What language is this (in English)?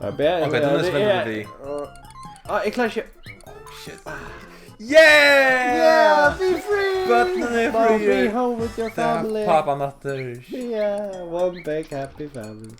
Faroese